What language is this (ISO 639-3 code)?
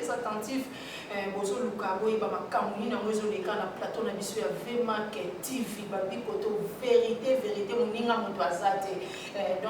lin